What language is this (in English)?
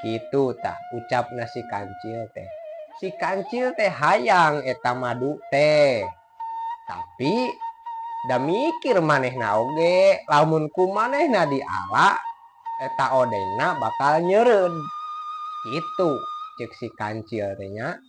Sundanese